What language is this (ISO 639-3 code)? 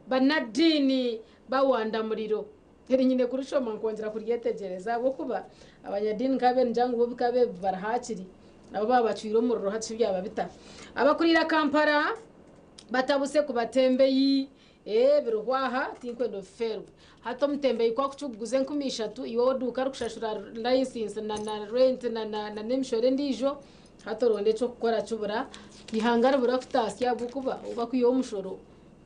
nyn